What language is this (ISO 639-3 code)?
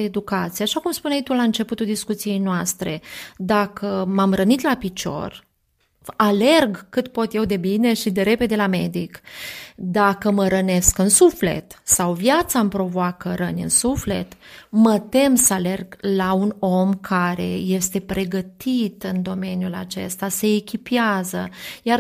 ron